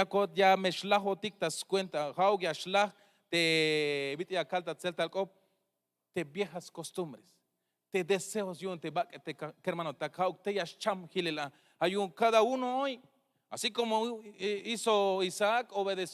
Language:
Tzeltal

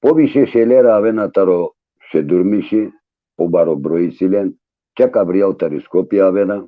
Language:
Balkan Romani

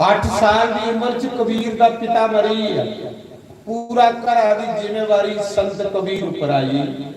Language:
Dogri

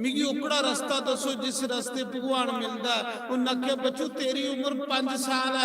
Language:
Dogri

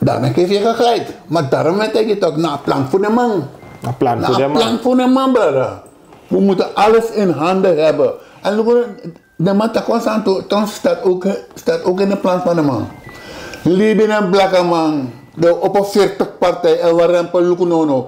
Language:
Sranan Tongo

